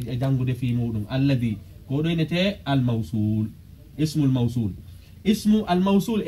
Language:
Pular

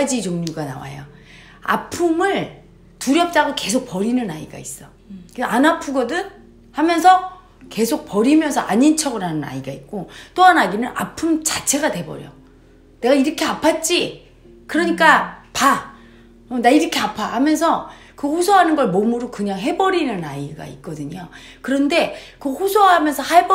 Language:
Korean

